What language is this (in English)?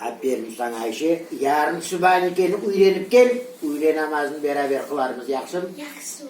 Crimean Tatar